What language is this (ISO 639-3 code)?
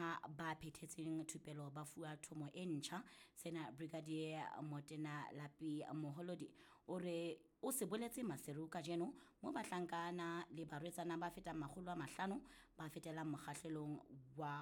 sot